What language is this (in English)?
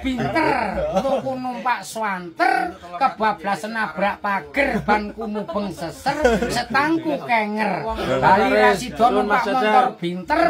Javanese